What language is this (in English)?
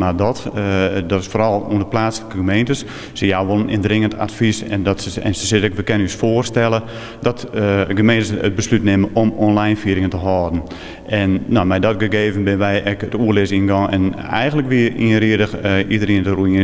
Western Frisian